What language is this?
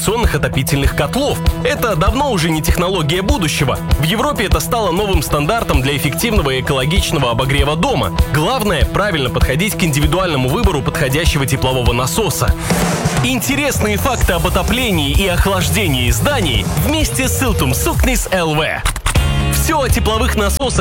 Russian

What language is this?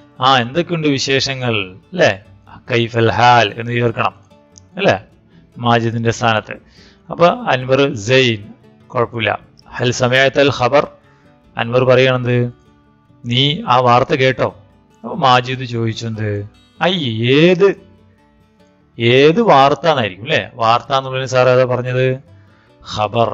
Malayalam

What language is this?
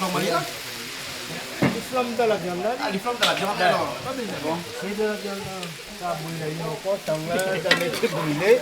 Réunion Creole French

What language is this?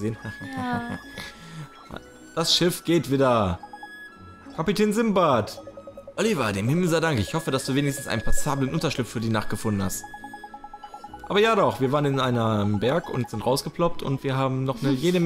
German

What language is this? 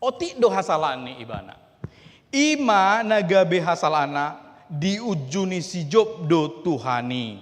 Batak Toba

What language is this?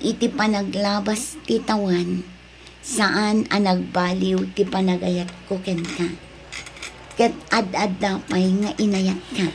Iloko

